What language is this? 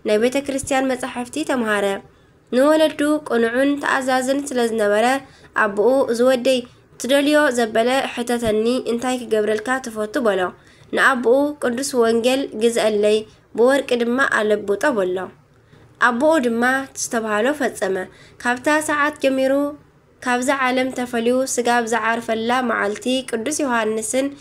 Tigrinya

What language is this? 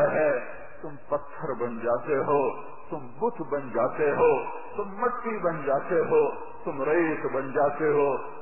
Urdu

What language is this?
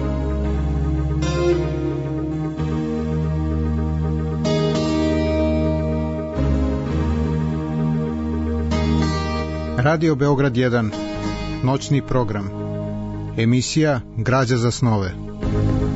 Serbian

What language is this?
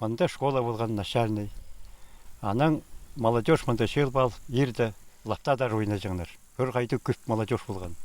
Khakas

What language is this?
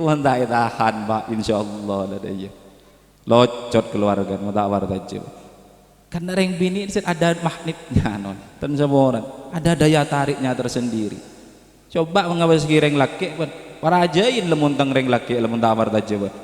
Madurese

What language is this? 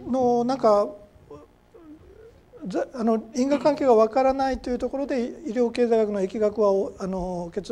Japanese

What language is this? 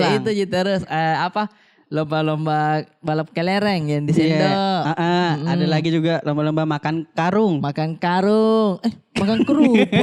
Makassar Malay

